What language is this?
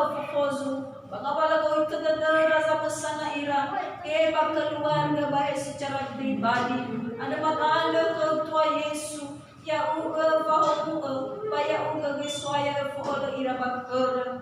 Nias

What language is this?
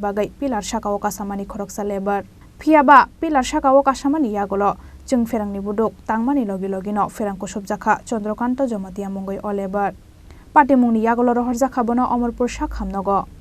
Kok Borok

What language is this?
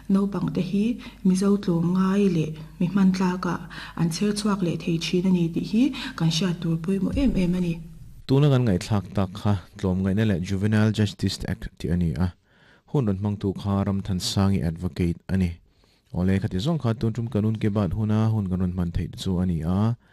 Mizo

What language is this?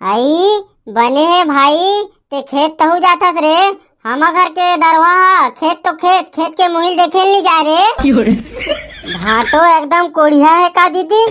Chhattisgarhi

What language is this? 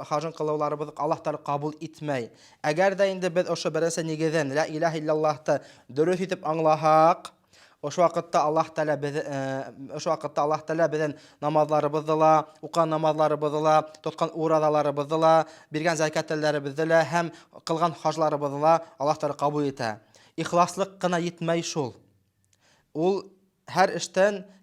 Bashkir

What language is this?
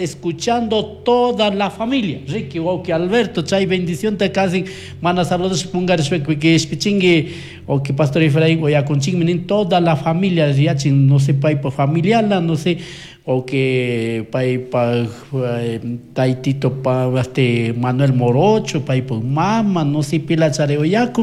Chimborazo Highland Quichua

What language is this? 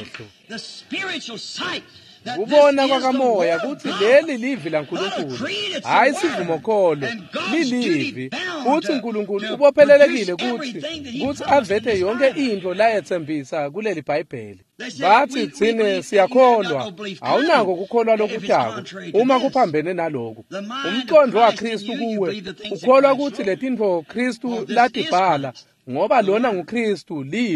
Swati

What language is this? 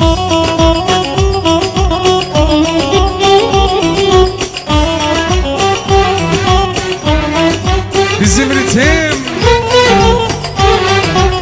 Turkish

